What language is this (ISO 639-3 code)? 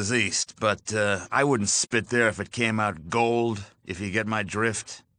eng